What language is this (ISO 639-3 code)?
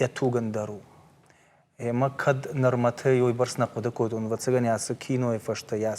oss